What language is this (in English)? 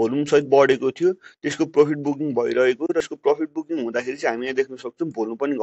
Nepali